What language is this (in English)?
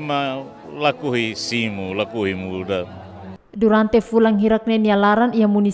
Tetum